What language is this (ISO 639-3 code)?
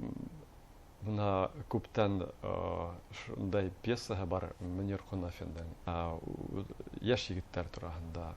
bak